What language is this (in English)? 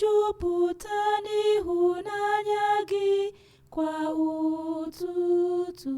Igbo